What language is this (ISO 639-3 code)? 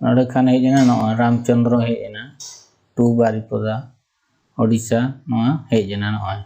sat